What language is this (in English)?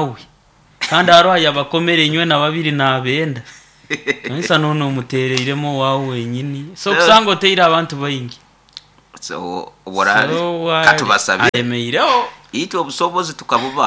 Nyoro